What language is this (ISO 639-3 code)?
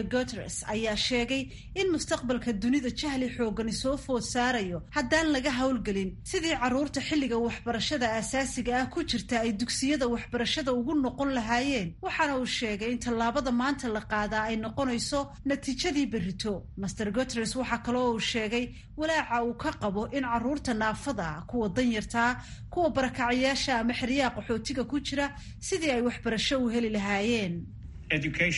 som